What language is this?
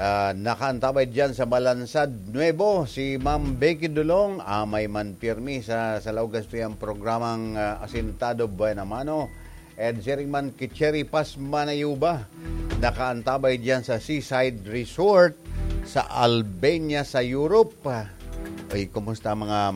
Bikol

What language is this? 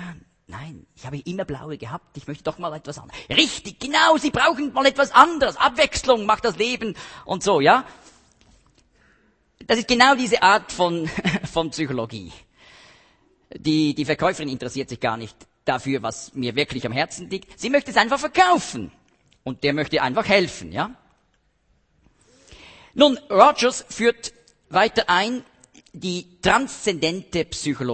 German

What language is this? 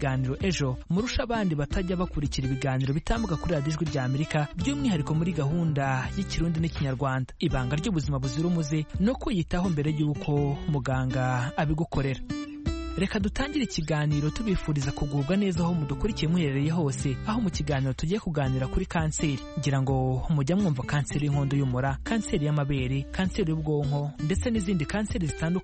Kinyarwanda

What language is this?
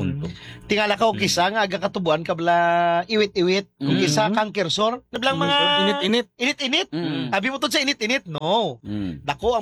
Hiligaynon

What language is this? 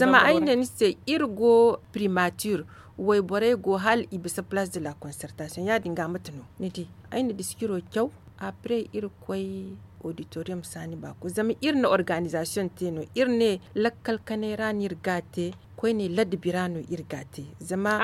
Zarma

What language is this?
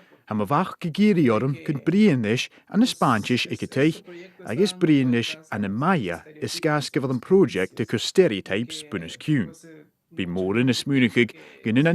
Scottish Gaelic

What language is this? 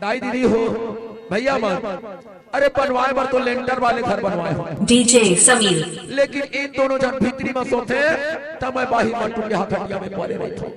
Chhattisgarhi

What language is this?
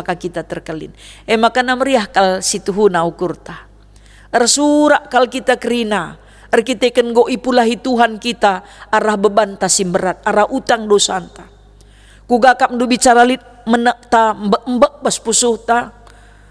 Batak Karo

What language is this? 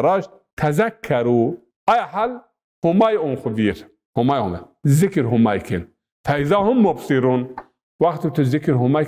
Zaza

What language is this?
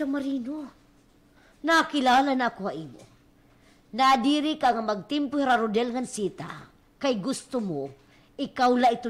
Waray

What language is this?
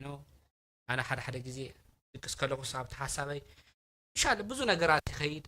Tigrinya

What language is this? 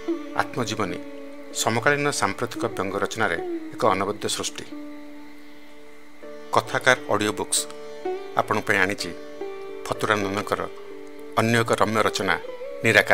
Odia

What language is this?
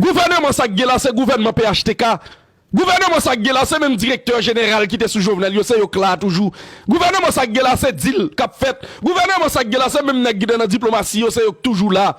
Haitian Creole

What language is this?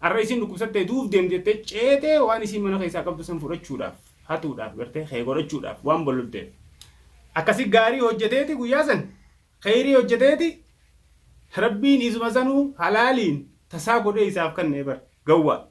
Oromo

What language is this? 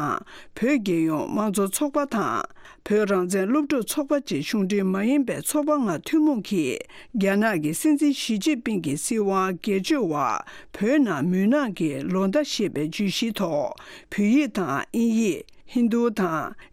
Tibetan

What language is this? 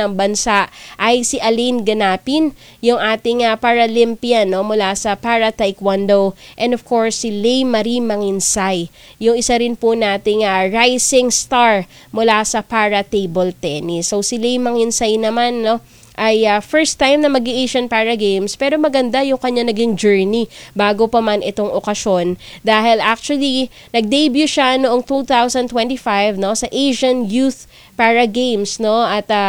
Filipino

